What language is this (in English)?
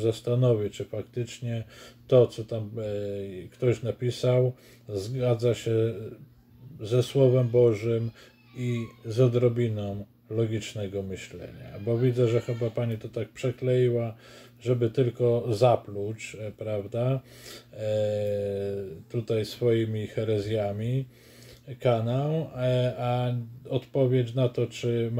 Polish